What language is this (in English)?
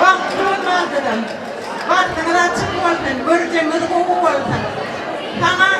Turkmen